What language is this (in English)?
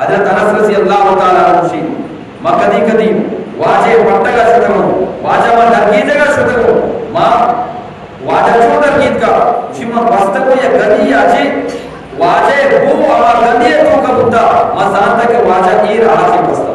Eastern Balochi